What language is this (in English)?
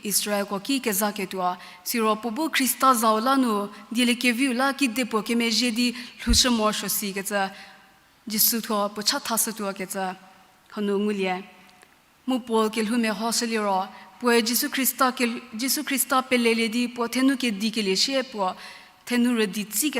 Angami Naga